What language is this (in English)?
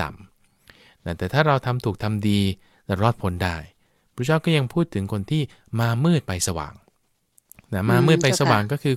Thai